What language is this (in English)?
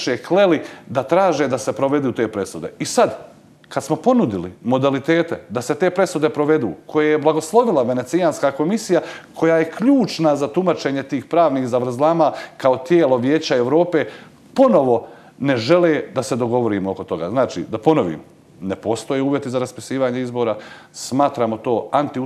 Croatian